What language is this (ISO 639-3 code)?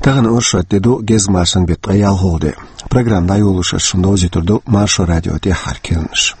che